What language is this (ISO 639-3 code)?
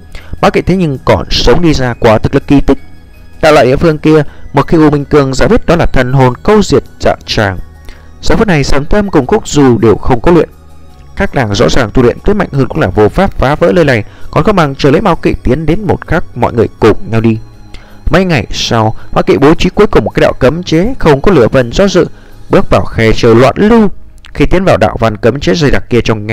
vie